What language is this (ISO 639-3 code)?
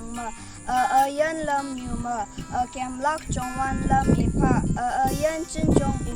nbe